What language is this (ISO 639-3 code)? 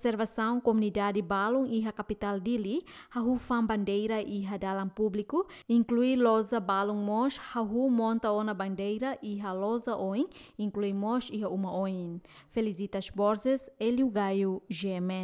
tet